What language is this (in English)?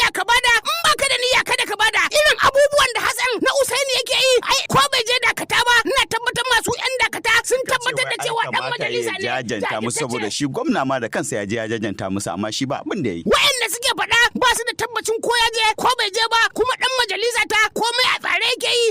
Hausa